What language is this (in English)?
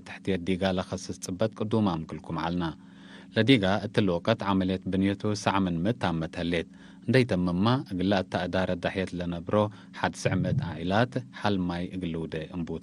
Tigre